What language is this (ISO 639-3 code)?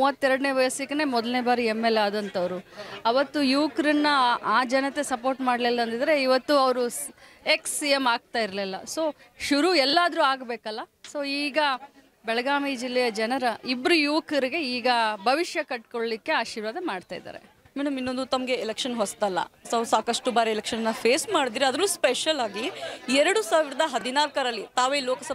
kan